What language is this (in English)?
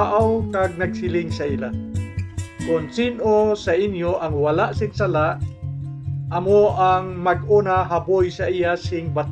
Hiligaynon